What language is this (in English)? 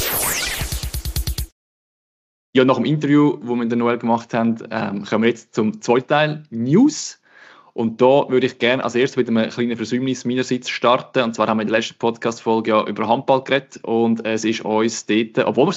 German